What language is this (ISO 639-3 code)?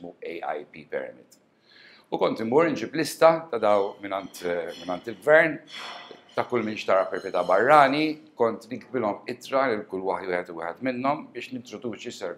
mlt